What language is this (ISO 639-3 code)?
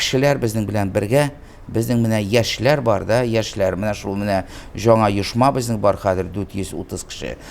tat